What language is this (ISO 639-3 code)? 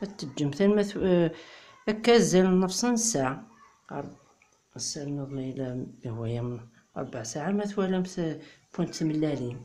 kab